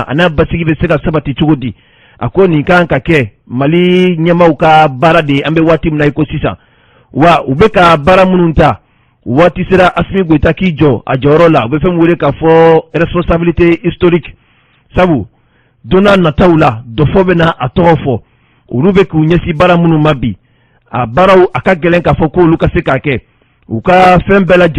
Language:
Bambara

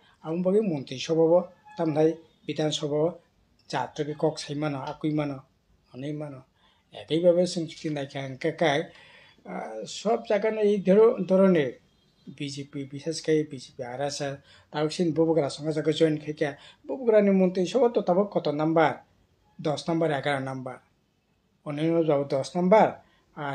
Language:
Kok Borok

